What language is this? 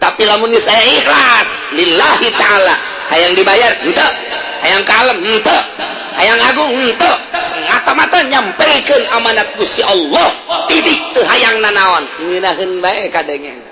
Sundanese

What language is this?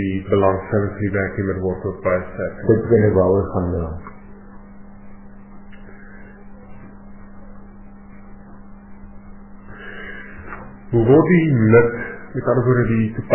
Afrikaans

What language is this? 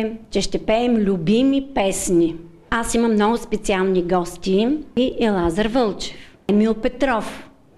Bulgarian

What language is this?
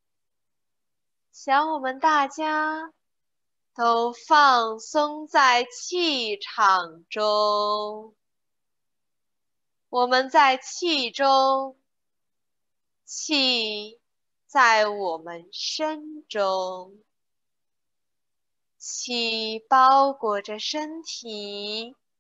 Chinese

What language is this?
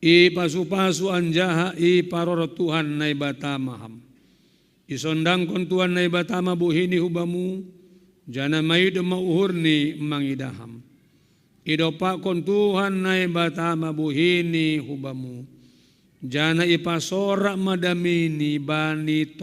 Batak Simalungun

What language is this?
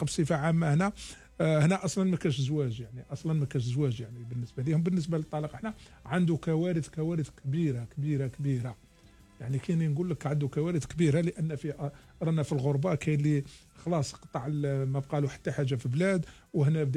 Algerian Arabic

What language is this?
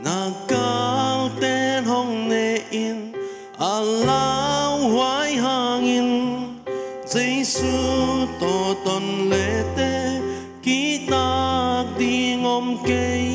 Paite Chin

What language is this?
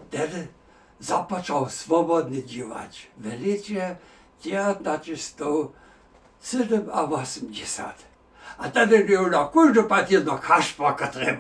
Upper Sorbian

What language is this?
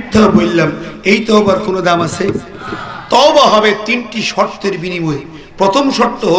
Bangla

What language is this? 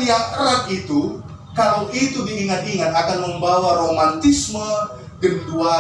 Batak Karo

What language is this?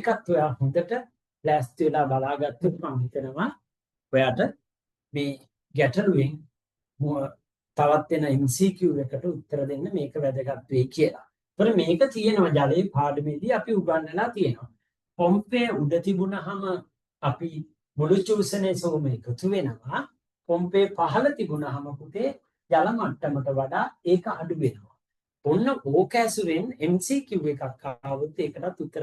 Sinhala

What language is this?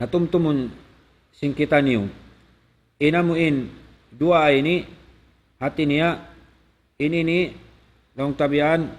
Tausug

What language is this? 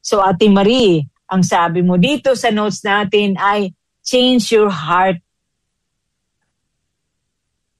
Filipino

